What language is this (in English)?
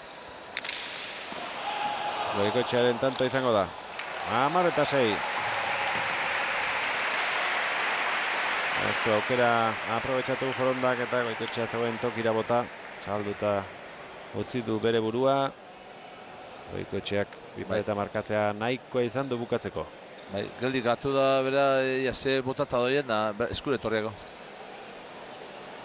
Basque